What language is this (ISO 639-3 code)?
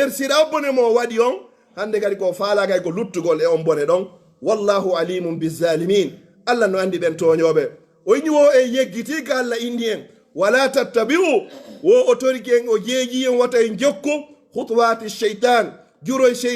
ful